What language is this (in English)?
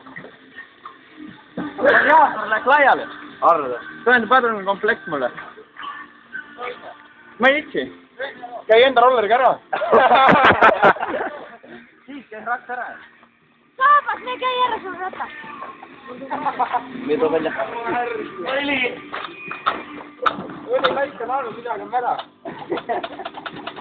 Estonian